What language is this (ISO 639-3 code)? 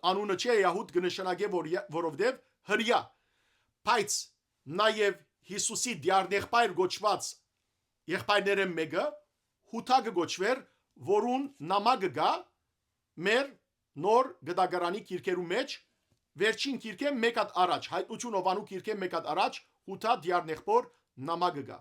hyw